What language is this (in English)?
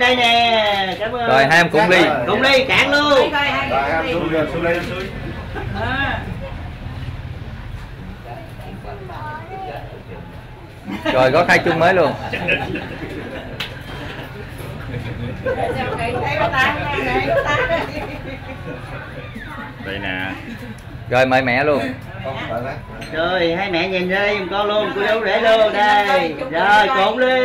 Vietnamese